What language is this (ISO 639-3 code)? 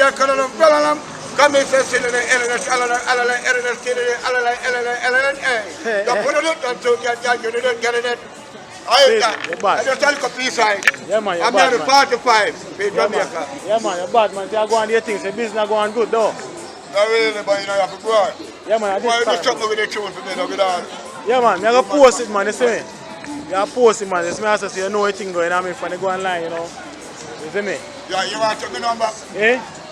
jam